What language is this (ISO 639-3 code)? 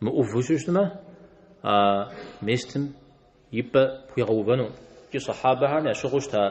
kbd